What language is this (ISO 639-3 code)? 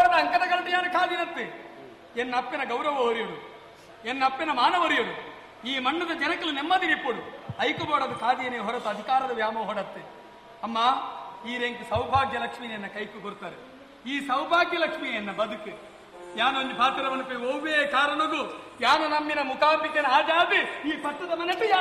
tcy